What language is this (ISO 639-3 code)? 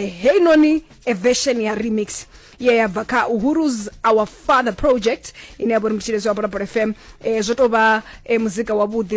ven